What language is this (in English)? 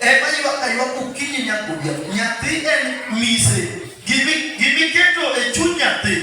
Luo (Kenya and Tanzania)